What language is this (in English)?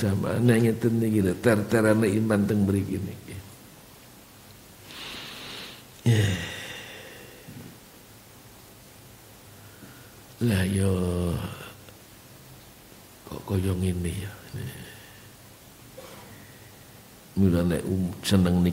Javanese